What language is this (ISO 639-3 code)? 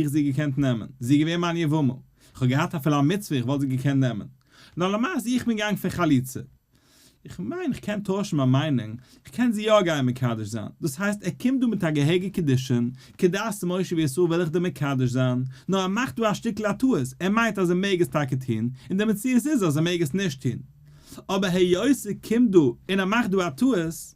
yid